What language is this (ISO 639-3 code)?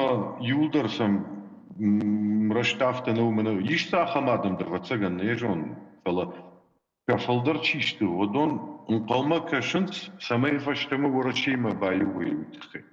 oss